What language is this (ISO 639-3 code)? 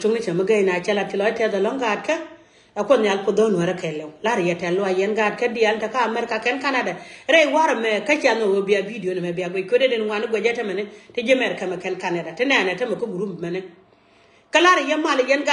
nus